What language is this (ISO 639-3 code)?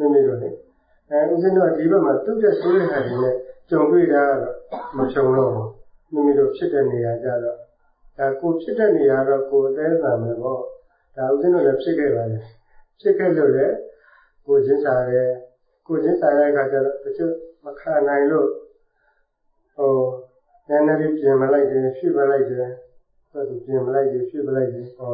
mya